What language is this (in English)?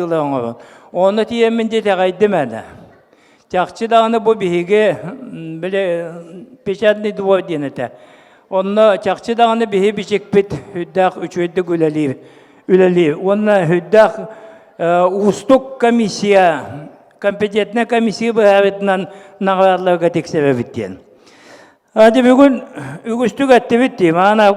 Yakut